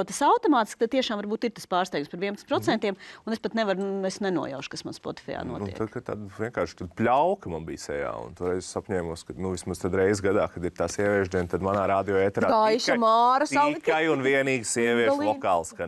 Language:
Latvian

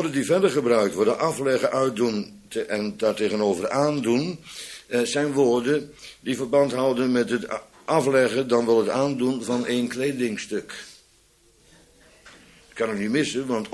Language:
Dutch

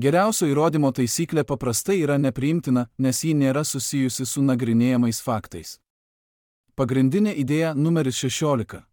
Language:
Lithuanian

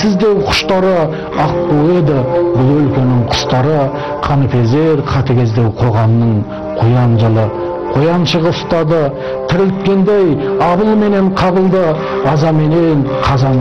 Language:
Kazakh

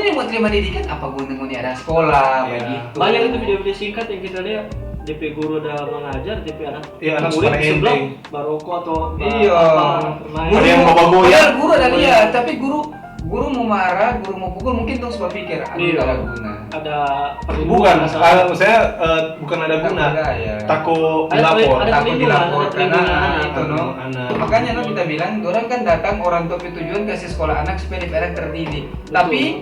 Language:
Manado Malay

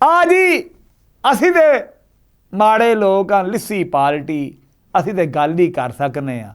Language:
Western Panjabi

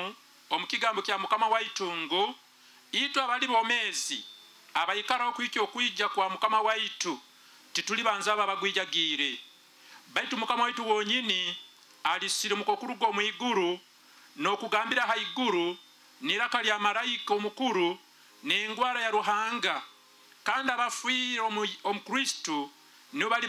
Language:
Nyoro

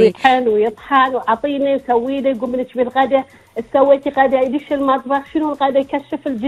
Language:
Gulf Arabic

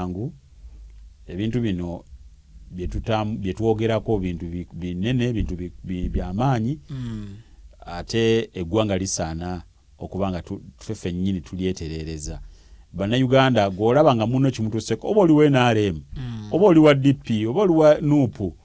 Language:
Ganda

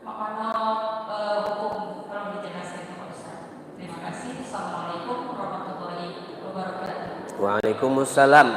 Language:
Musi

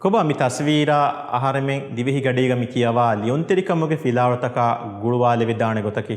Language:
Divehi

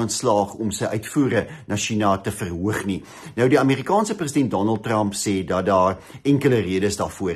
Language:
Afrikaans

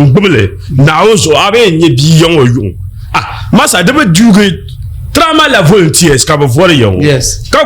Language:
Dagbani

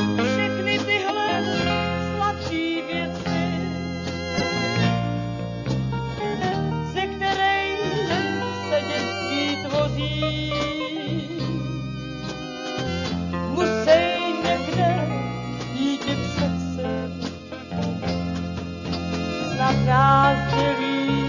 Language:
Czech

